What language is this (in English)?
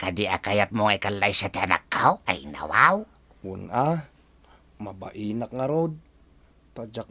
Iloko